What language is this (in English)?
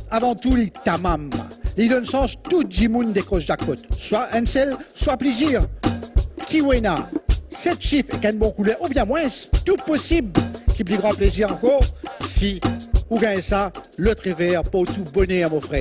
Morisyen